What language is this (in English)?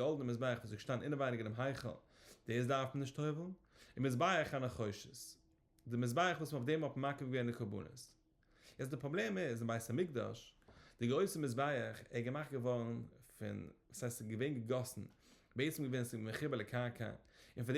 Yiddish